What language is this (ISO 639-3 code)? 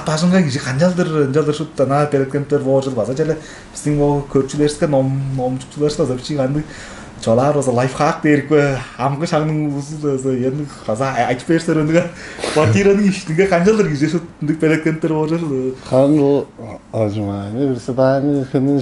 tyv